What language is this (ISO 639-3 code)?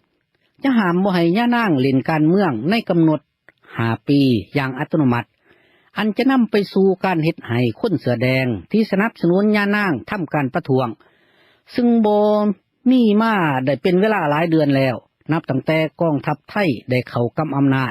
lao